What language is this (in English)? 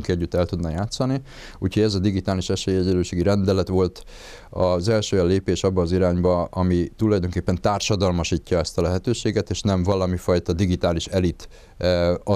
Hungarian